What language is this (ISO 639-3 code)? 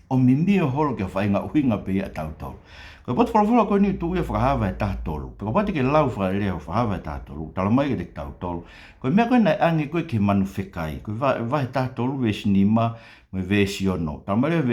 ton